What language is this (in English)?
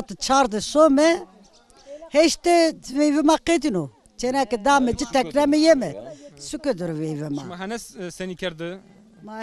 Zaza